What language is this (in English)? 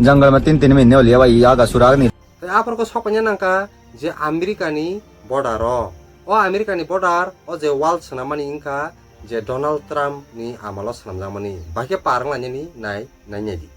Kok Borok